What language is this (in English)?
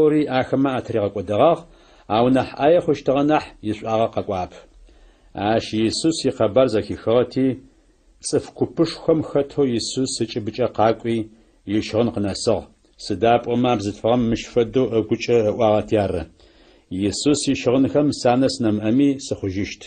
Adyghe